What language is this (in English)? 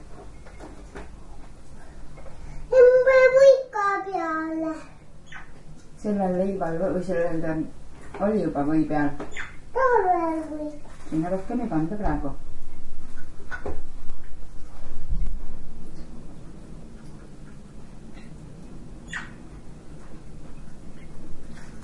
Estonian